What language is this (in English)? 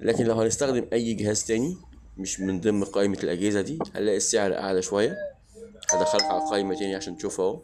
Egyptian Arabic